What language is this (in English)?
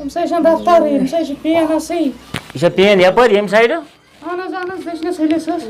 Kashmiri